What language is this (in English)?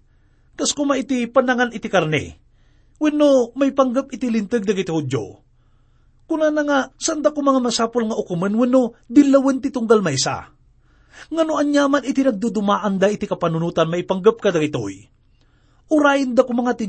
Iloko